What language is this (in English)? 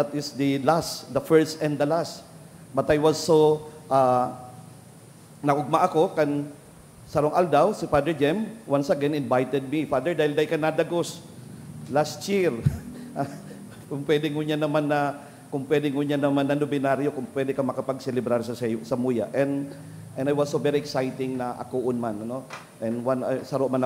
Bikol